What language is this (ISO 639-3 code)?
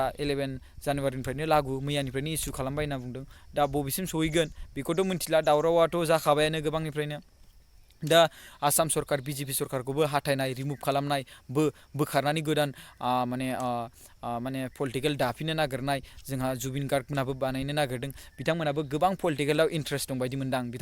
brx